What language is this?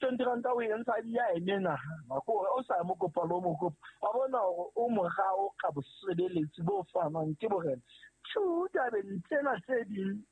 Southern Sotho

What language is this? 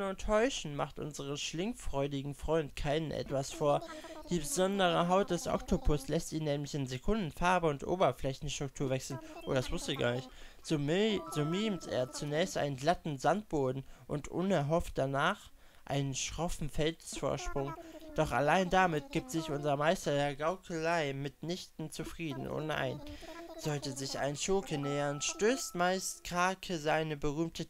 German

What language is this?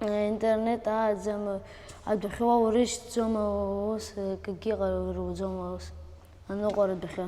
Abkhazian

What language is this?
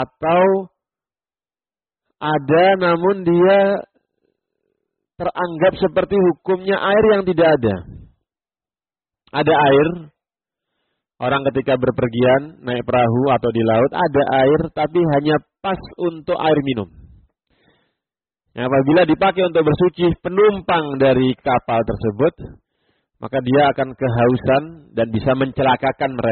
Indonesian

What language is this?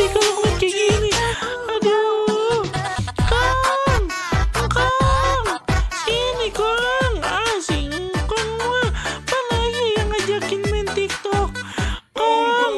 Betawi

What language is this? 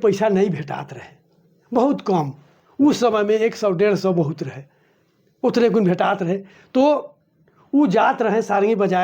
Sadri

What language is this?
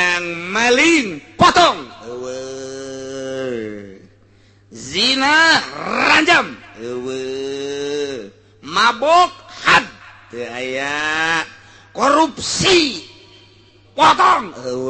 Sundanese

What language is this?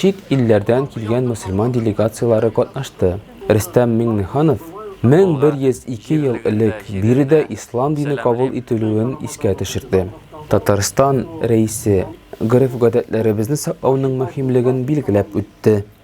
Tatar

